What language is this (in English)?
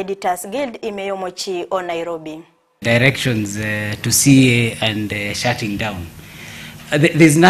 Gusii